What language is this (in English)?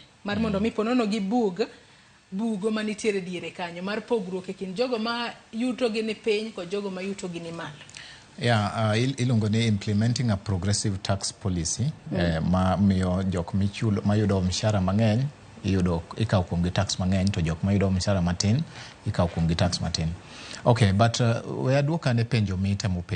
Luo (Kenya and Tanzania)